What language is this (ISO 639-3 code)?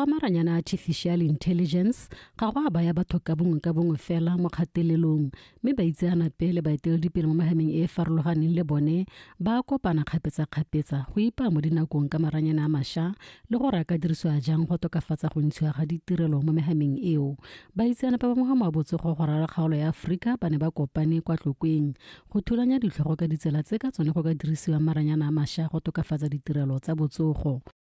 tsn